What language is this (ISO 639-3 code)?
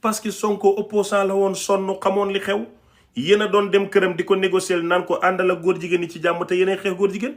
wol